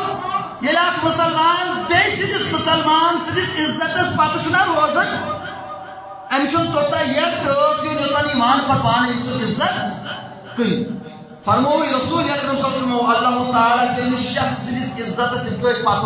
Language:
Kashmiri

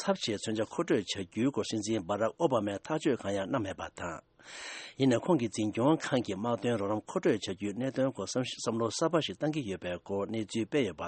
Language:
Tibetan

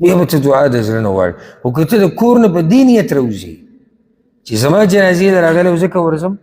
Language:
Pashto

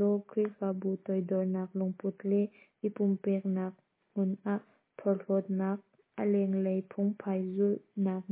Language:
Hakha Chin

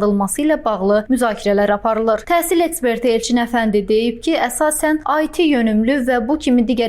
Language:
Azerbaijani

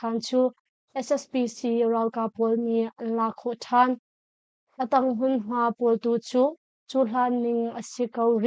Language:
Hakha Chin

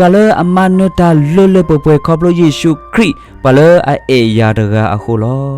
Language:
S'gaw Karen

